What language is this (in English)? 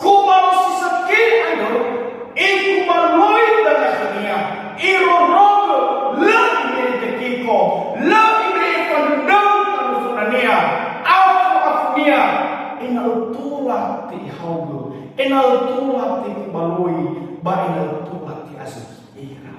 Nias